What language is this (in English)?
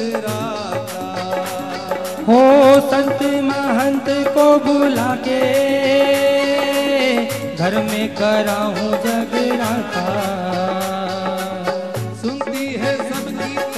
Hindi